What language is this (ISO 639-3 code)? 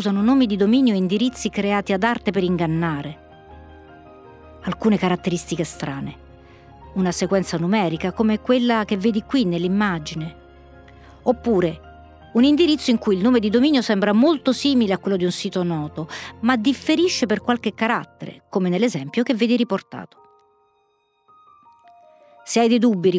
ita